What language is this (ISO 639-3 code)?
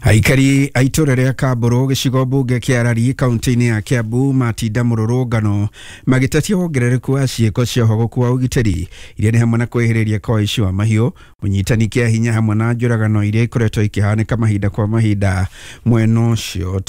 kik